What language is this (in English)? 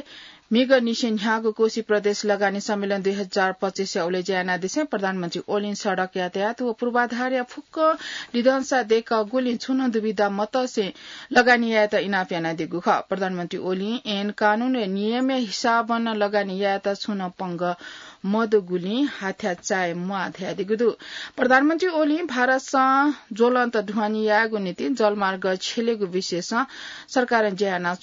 Newari